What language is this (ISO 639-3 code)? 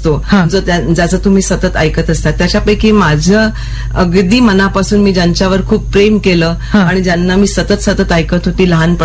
mar